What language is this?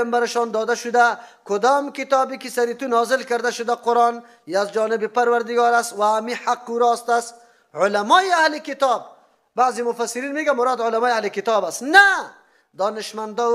Persian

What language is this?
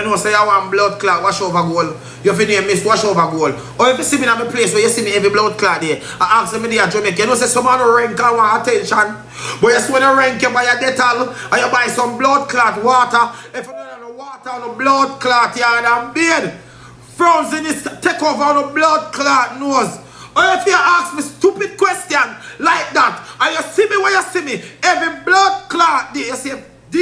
Jamaican Creole English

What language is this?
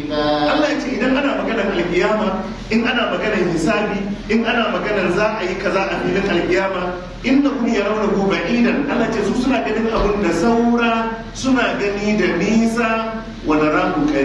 Hausa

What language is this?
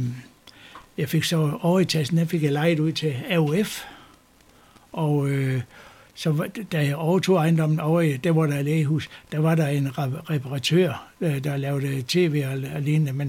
Danish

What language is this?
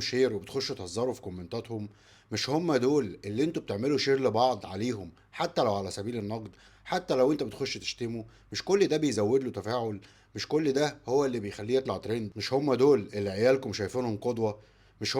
Egyptian Arabic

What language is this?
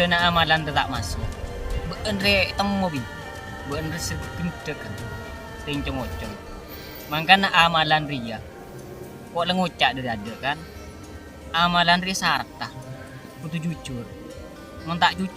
Madurese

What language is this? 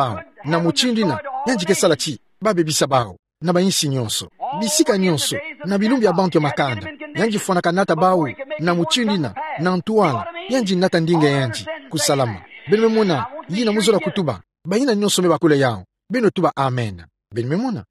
Kituba (Democratic Republic of Congo)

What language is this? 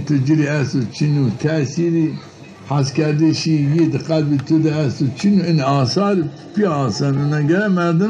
Zaza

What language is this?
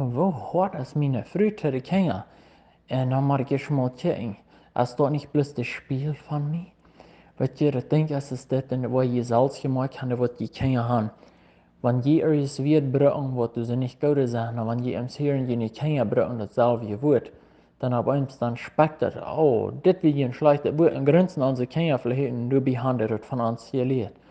Plautdietsch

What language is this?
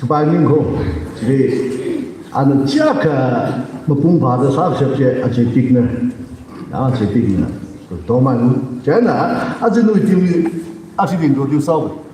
Tangkhul Naga (India)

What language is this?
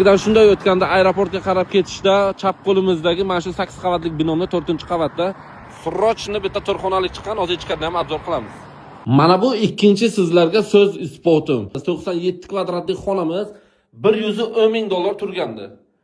Uzbek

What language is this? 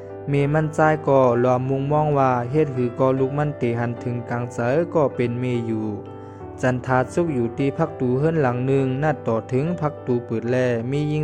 Shan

